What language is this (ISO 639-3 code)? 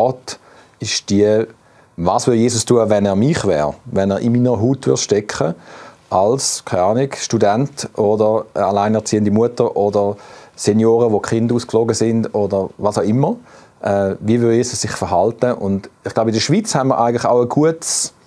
gsw